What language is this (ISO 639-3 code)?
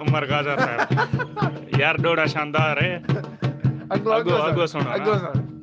skr